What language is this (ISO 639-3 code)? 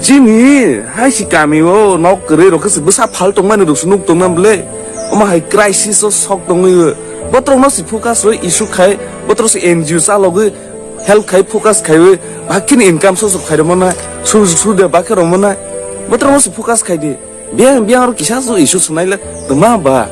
trp